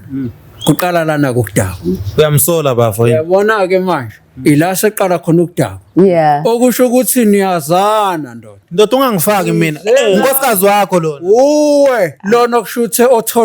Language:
Zulu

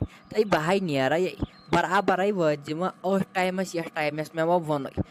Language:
Kashmiri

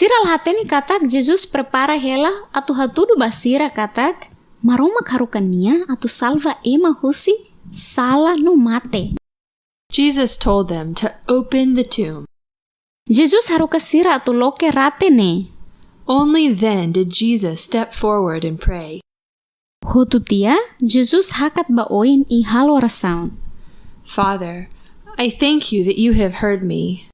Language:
Tetum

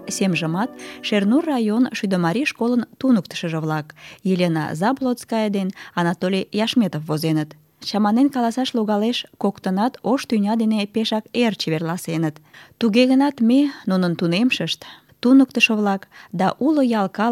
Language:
Mari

